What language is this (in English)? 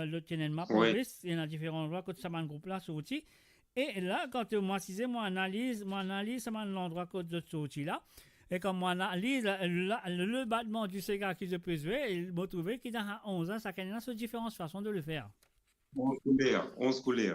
Morisyen